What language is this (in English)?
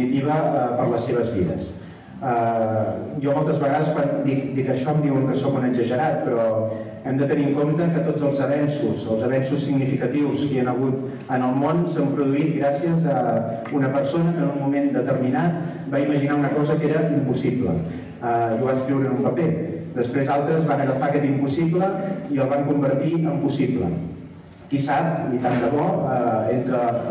Catalan